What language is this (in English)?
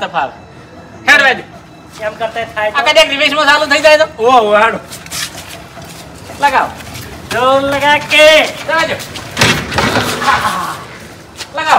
Gujarati